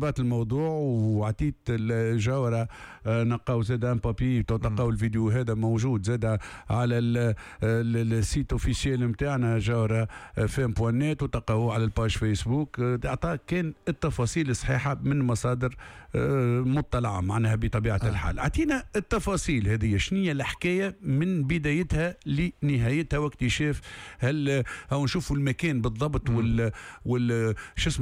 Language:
Tunisian Arabic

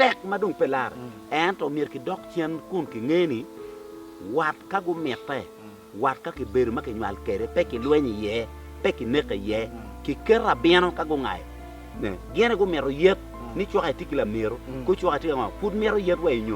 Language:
Acoli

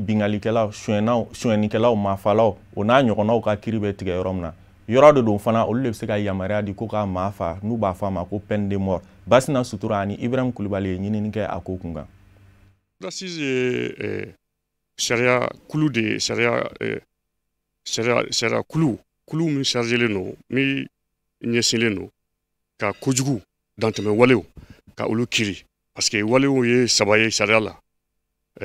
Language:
Bambara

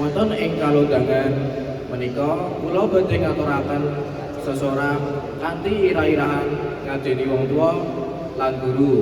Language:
Javanese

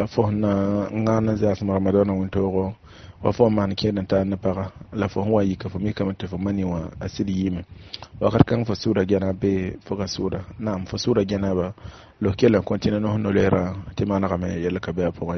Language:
Mossi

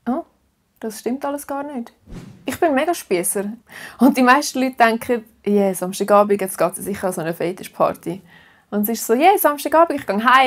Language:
Swiss German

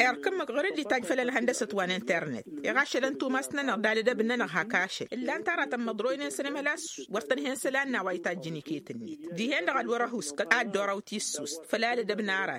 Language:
Tamasheq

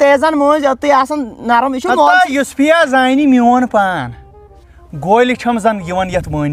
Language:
Kashmiri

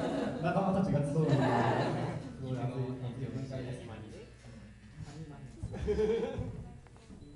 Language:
Japanese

